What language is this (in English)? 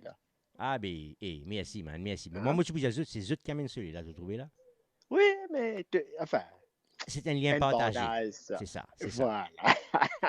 Morisyen